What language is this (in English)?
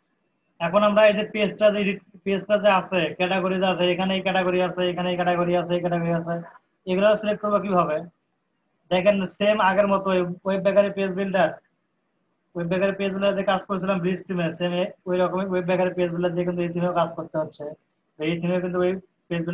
Bangla